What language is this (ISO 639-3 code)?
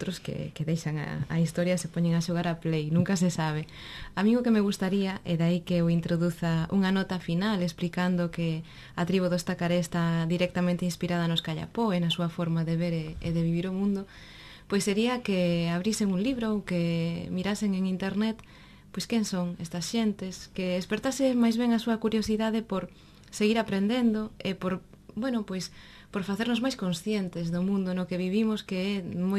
glg